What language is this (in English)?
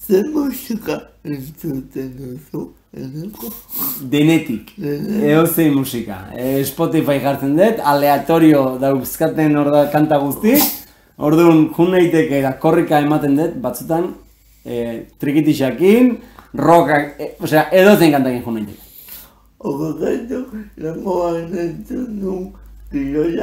Basque